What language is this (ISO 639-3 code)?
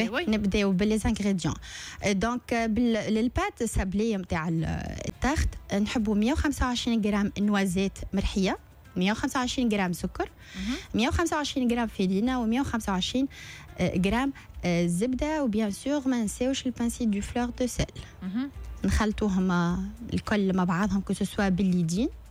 aeb